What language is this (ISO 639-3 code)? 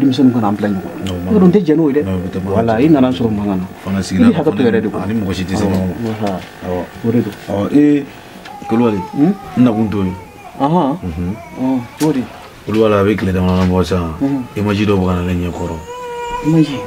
bam